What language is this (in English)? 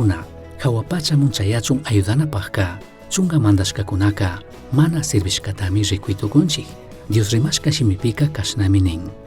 Chimborazo Highland Quichua